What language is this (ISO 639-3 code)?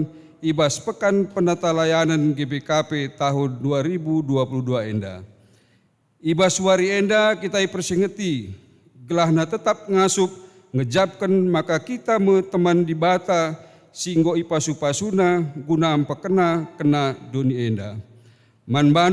btx